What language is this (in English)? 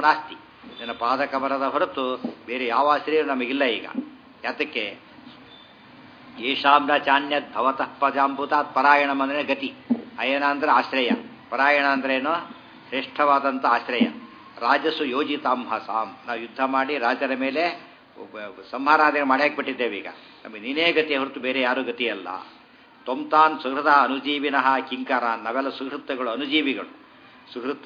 Kannada